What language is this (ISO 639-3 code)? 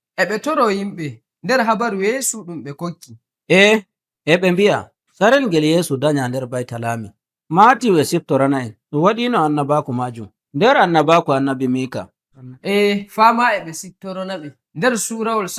fuv